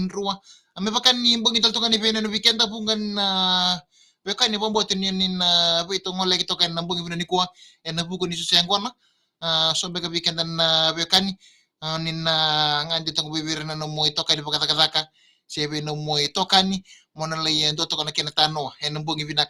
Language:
Fijian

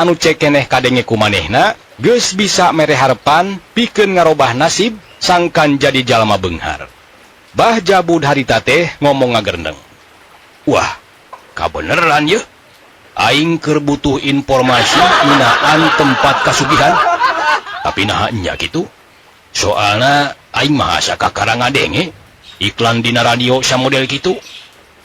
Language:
Sundanese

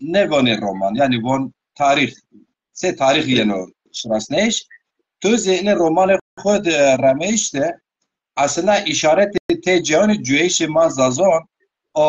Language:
Zaza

